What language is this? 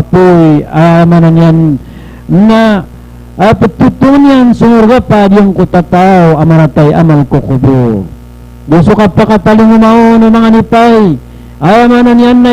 Maranao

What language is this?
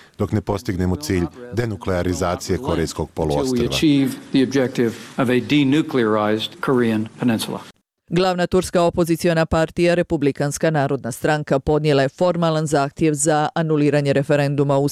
Bosnian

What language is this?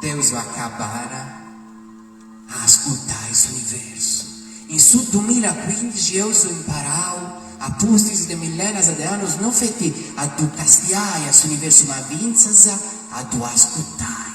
Sardinian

